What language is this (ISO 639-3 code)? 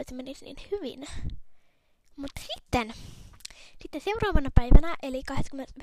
fin